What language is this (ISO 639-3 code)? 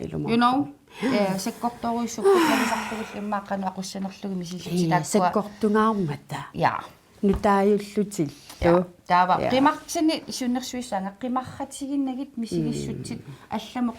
kal